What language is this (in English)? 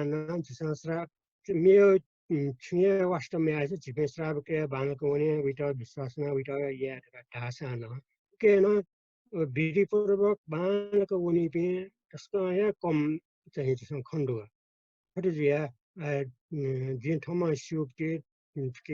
Newari